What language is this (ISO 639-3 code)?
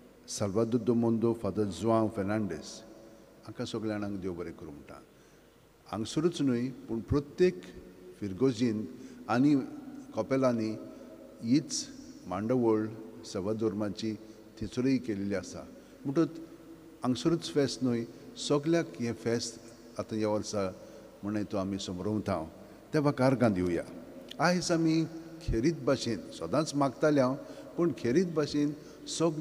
kok